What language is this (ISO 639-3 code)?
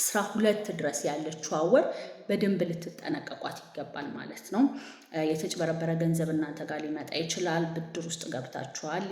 amh